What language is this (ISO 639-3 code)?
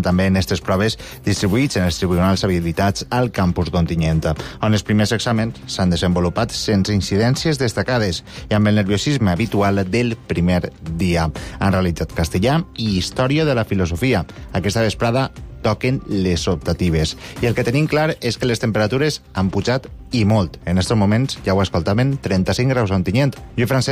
cat